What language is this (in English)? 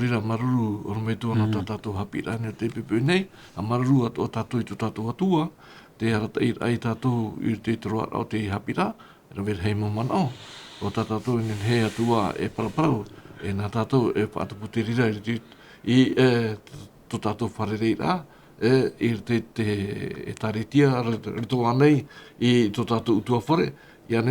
Tahitian